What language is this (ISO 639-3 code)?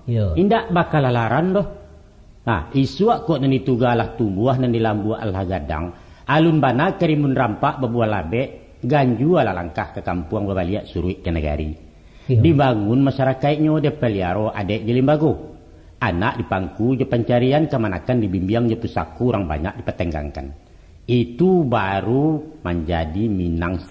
min